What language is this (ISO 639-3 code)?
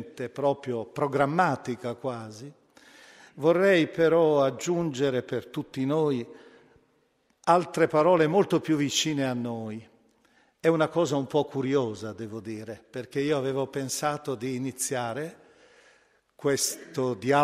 ita